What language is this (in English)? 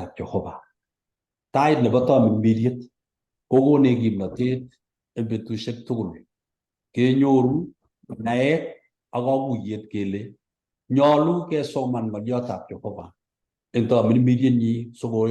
Kalenjin